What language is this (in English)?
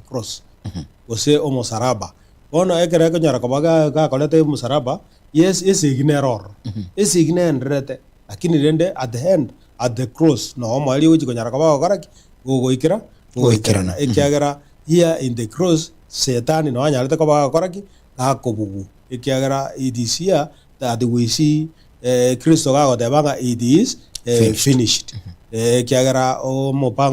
Gusii